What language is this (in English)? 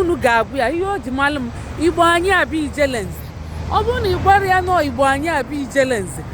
Igbo